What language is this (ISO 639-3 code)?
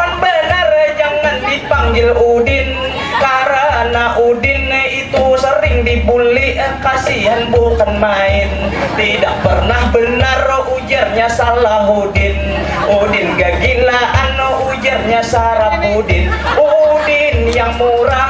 bjn